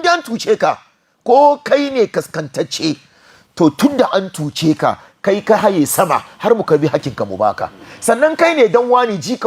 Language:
Hausa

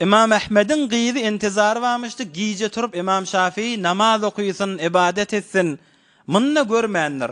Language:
Turkmen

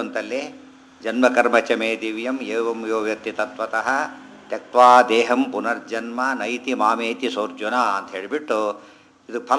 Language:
Kannada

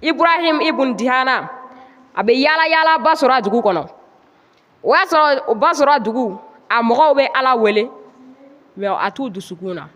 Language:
Bambara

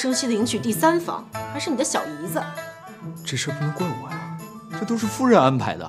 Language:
Chinese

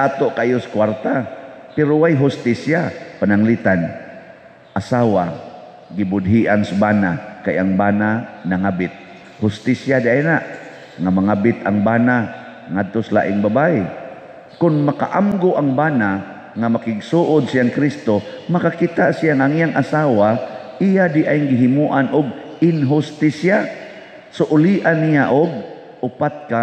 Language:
Cebuano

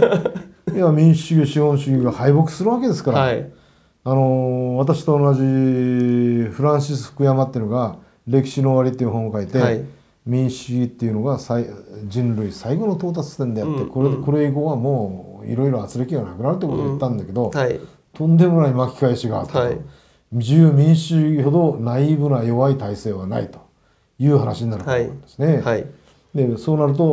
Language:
Japanese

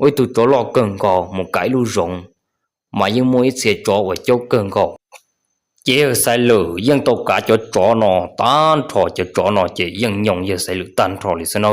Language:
Hmong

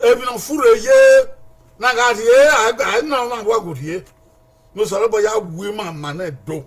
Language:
Bini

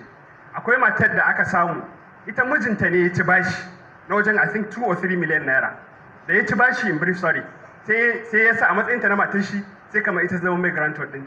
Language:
Hausa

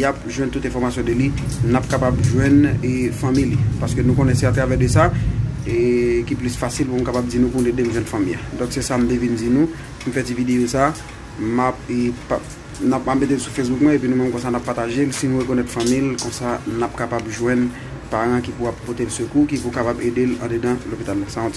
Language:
Haitian Creole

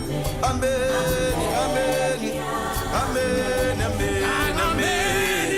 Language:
Venda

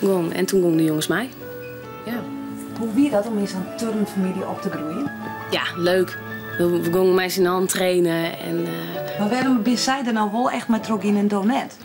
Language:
Western Frisian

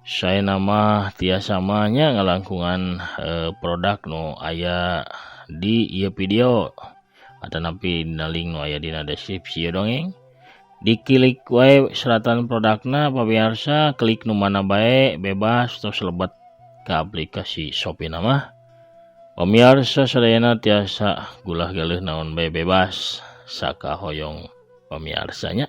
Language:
Sundanese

